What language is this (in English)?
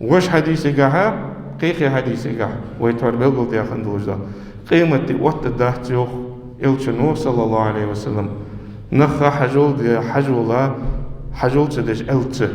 Ingush